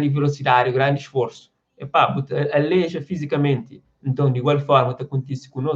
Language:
Kabuverdianu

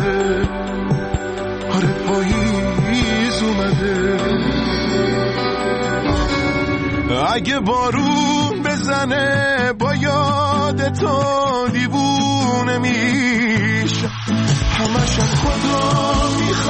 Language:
Persian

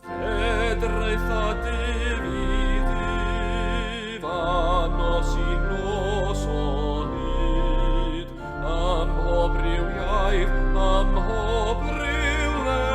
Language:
Welsh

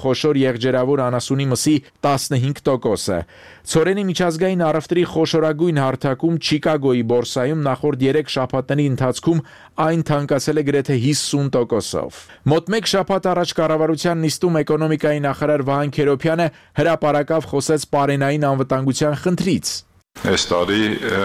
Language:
Armenian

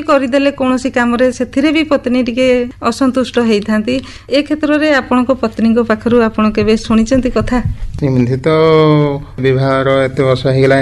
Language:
Odia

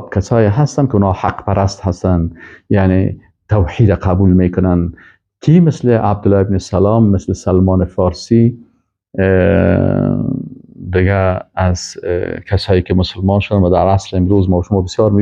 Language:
Persian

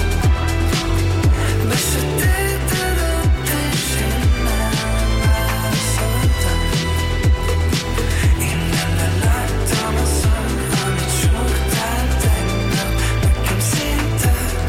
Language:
Hungarian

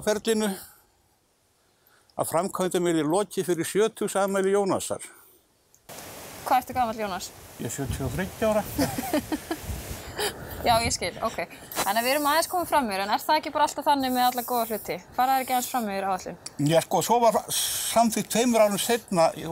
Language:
Icelandic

